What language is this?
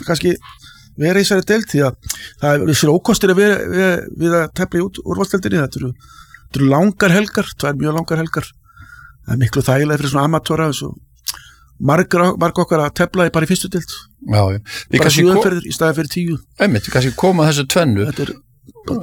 Icelandic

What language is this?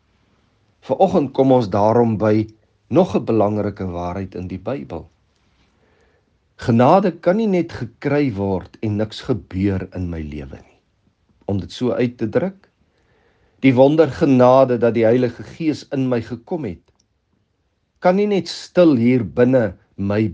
Afrikaans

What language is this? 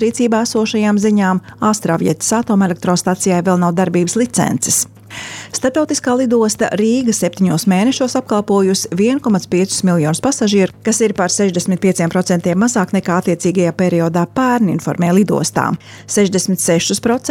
Latvian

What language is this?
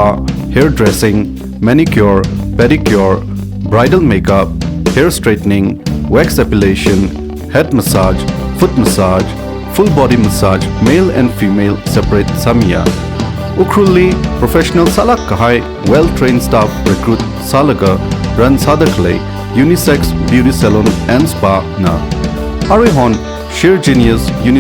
Tangkhul Naga (India)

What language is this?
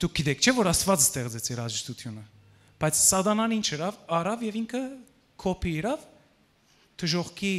Western Armenian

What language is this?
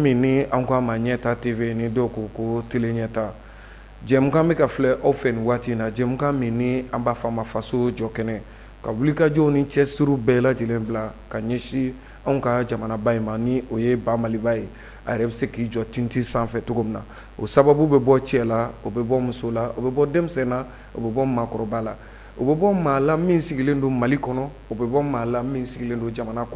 Bambara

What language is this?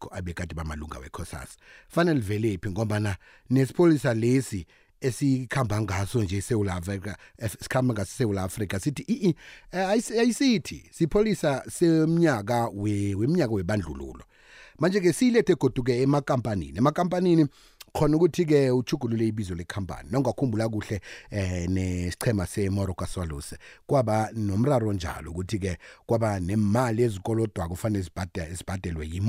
South Ndebele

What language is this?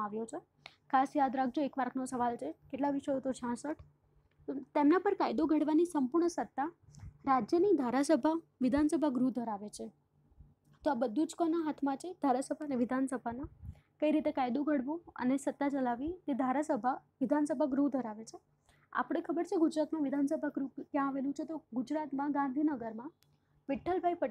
Gujarati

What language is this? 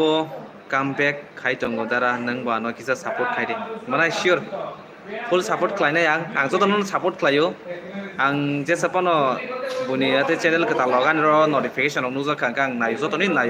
Kok Borok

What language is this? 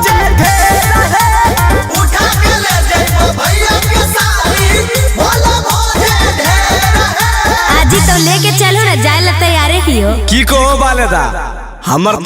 Magahi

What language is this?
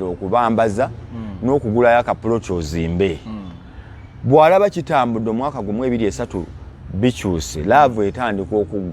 Ganda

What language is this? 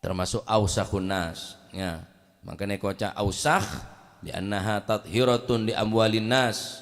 Madurese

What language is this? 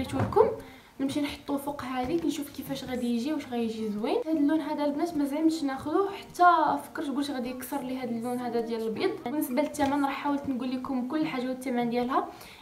Moroccan Arabic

